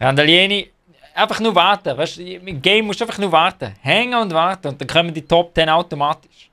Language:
Swiss German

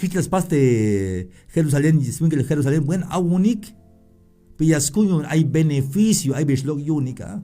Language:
Tzeltal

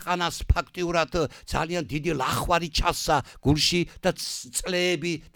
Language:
Georgian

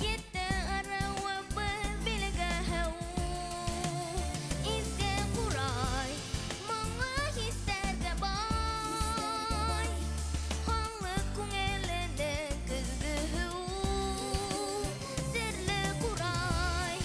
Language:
Bashkir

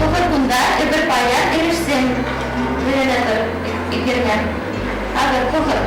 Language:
Chuvash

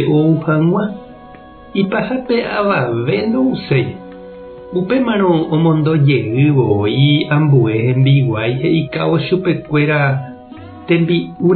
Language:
Guarani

